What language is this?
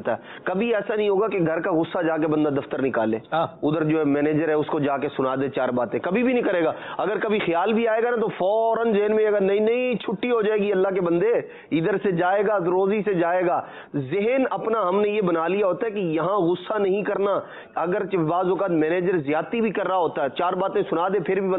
Urdu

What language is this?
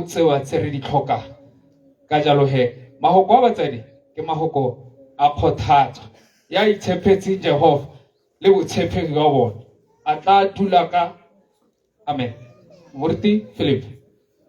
Tswana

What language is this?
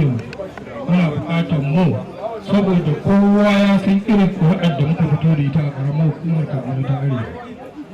Hausa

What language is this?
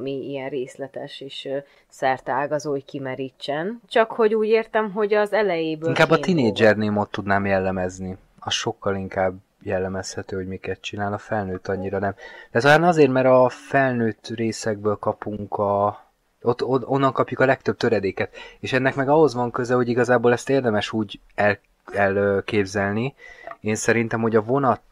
Hungarian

